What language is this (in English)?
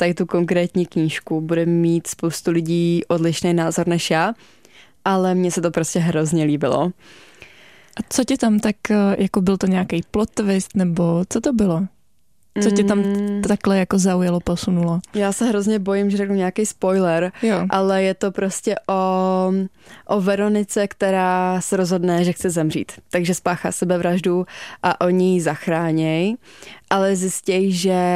Czech